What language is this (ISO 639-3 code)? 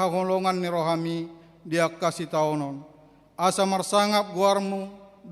bbc